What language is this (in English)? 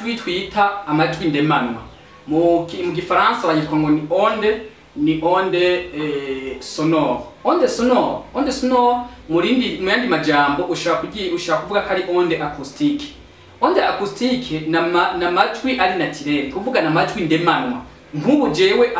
Rundi